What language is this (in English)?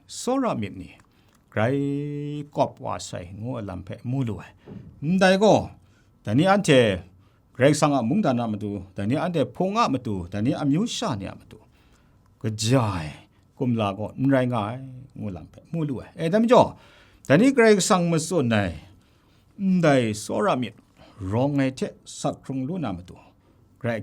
Kachin